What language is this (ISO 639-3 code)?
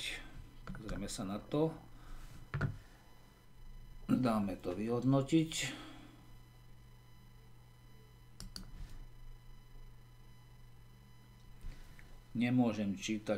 slk